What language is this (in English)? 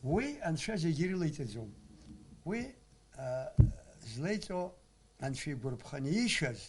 Abkhazian